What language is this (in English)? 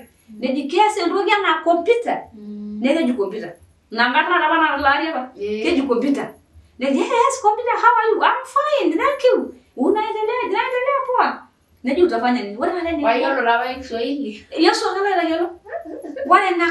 Masai